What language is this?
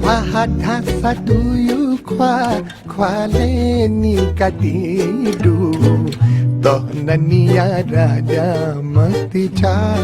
Newari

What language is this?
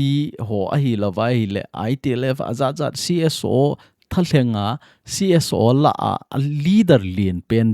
Thado Chin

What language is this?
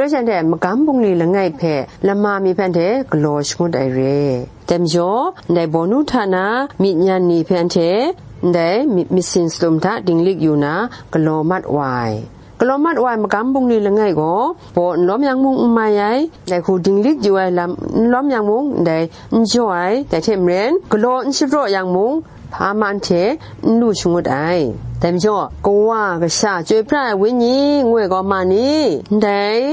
Kachin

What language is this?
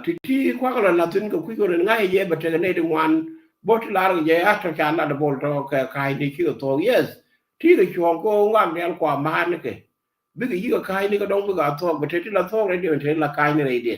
Nuer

